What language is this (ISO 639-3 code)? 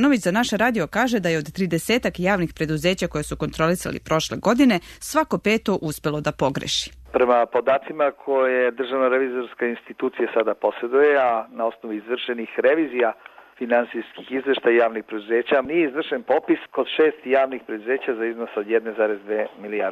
srp